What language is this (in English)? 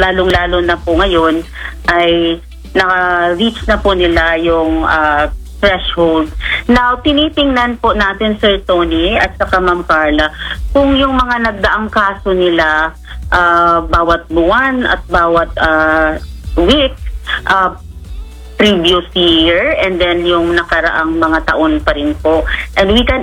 Filipino